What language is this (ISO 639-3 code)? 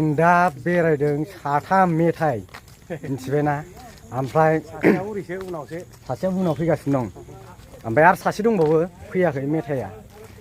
brx